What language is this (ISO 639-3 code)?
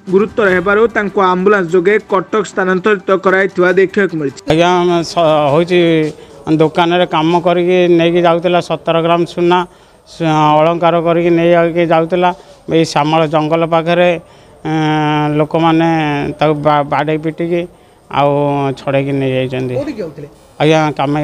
ori